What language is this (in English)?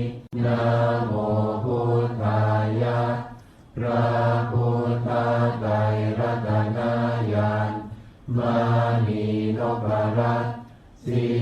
Pali